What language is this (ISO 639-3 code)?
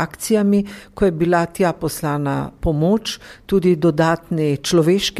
slv